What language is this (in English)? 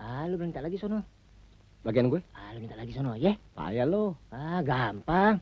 Betawi